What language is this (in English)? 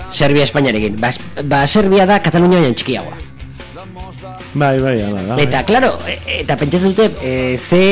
Basque